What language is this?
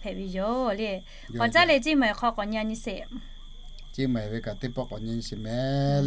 Lahu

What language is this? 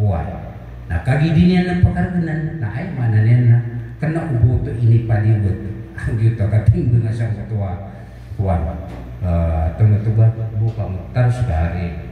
Maranao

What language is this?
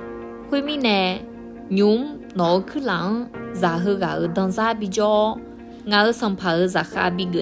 Akha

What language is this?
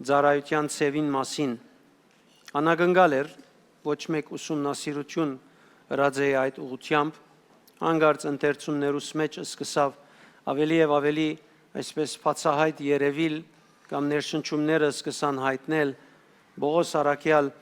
Western Armenian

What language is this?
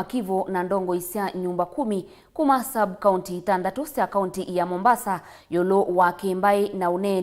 Kamba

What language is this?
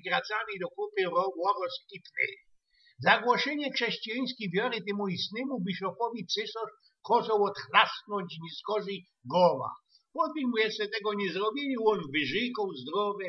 Silesian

